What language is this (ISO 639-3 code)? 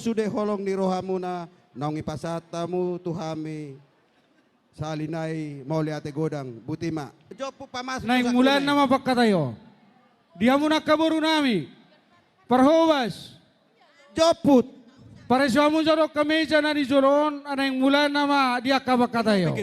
bbc